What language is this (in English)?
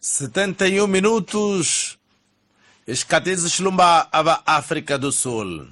Tsonga